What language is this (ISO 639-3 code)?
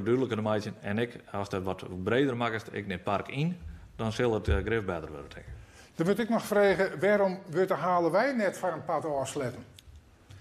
fry